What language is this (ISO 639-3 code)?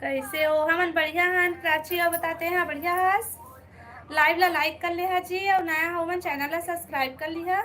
hne